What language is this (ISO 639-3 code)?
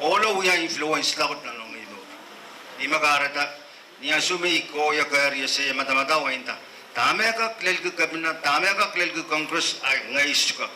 pon